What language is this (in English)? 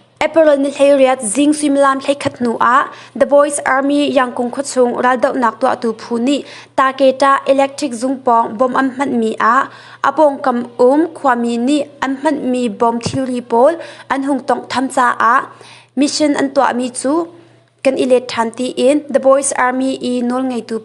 Hakha Chin